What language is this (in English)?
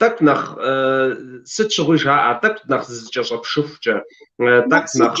Kabardian